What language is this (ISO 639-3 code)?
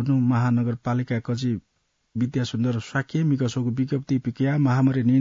new